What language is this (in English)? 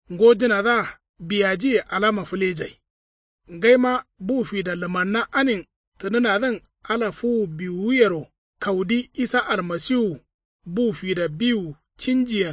Kanuri